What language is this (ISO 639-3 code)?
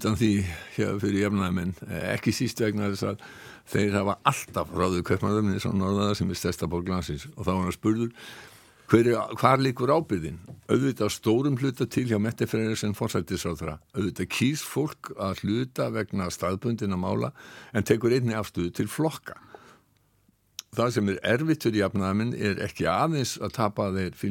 isl